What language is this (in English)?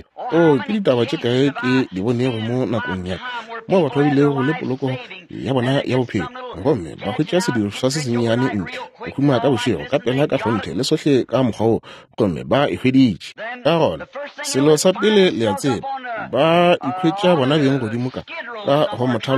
Northern Sotho